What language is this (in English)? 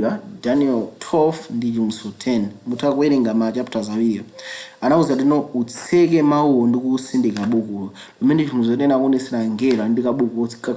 Nyanja